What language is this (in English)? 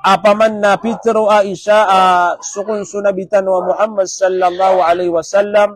Maranao